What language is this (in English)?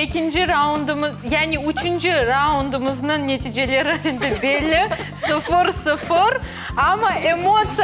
Crimean Tatar